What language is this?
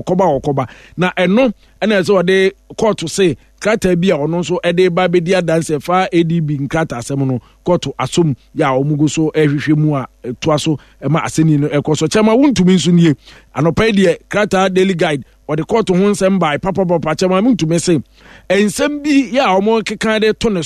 Akan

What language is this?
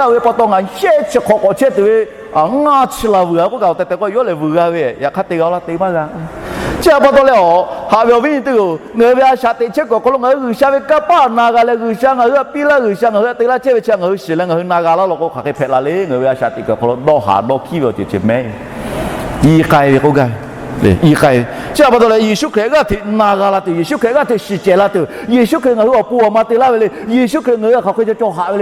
Lahu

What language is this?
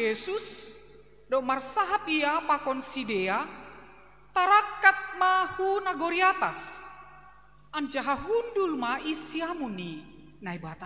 Batak Simalungun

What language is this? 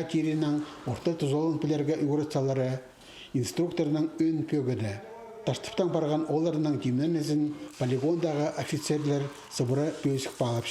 Khakas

